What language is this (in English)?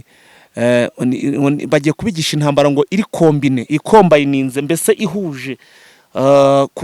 Kinyarwanda